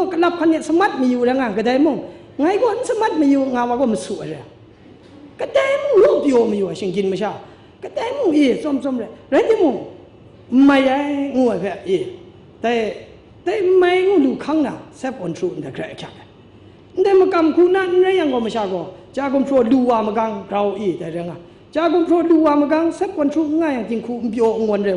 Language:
Kachin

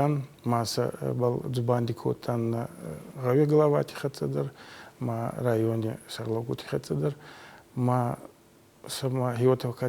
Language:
Ossetic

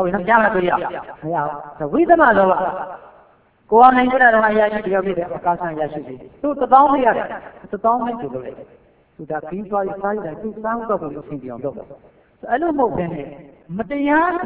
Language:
Burmese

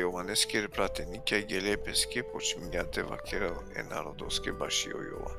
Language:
Balkan Romani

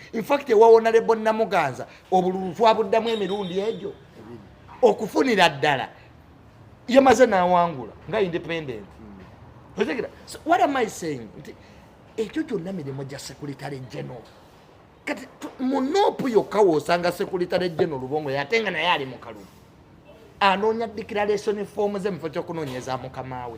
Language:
Ganda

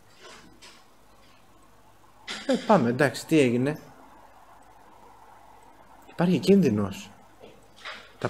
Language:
Greek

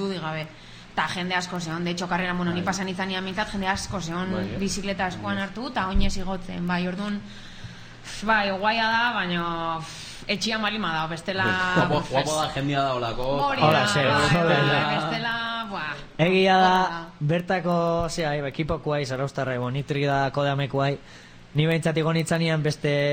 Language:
Basque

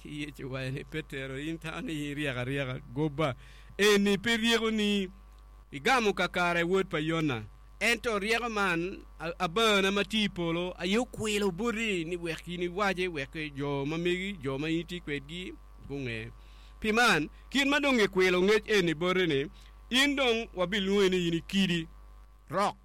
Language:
Acoli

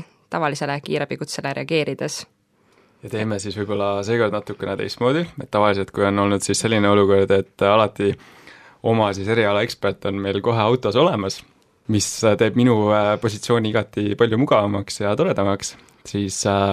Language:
Estonian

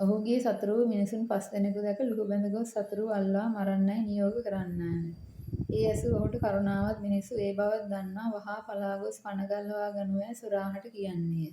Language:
Sinhala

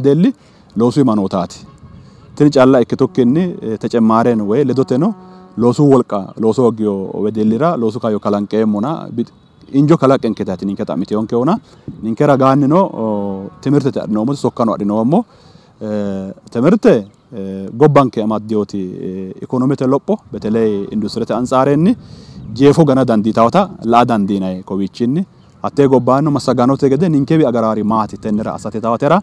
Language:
Sidamo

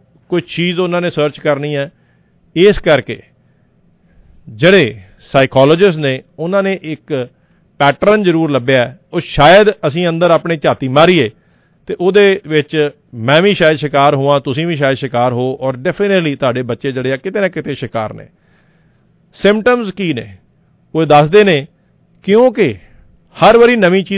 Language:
Punjabi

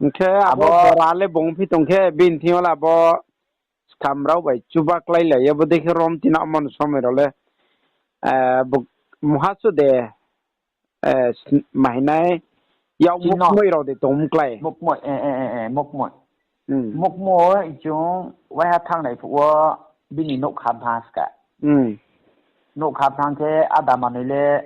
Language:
Riang (India)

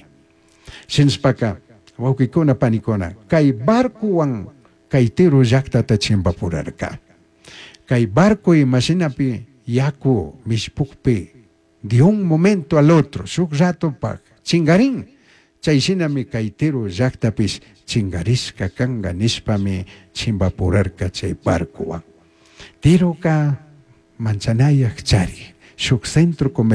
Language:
Chimborazo Highland Quichua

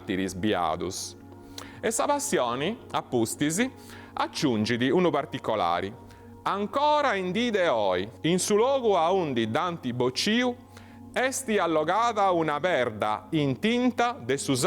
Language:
Sardinian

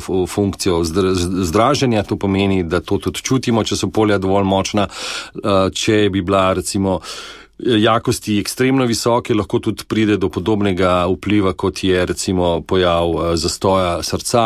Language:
Slovenian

